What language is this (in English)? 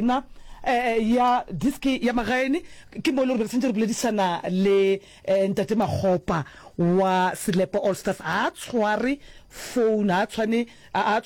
Northern Sotho